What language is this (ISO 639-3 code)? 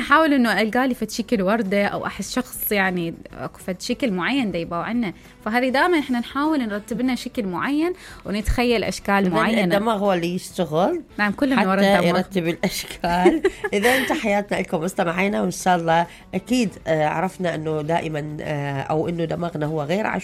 acm